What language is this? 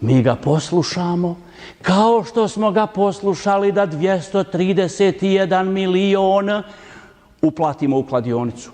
Bosnian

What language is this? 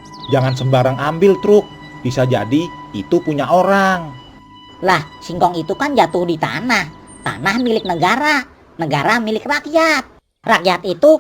Betawi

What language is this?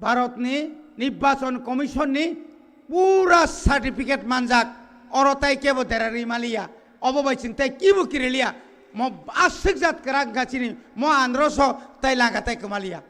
Kok Borok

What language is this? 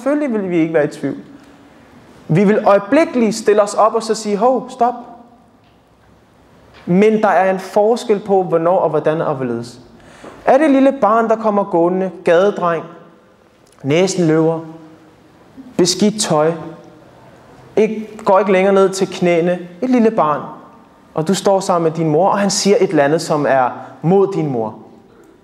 Danish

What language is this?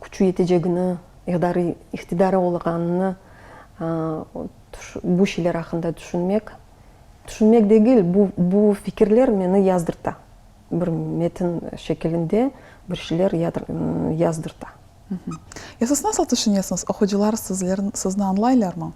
Crimean Tatar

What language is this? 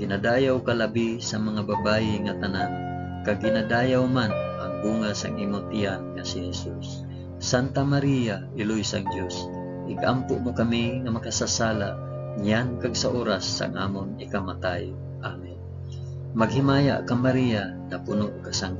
Hiligaynon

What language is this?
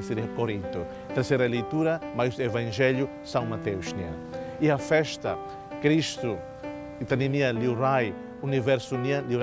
Tetum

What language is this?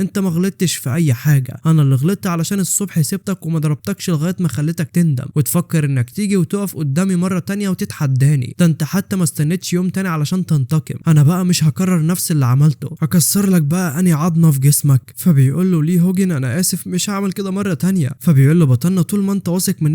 Egyptian Arabic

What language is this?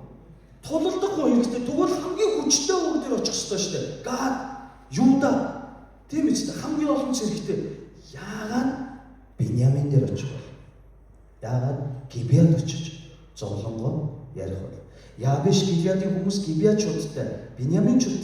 Mongolian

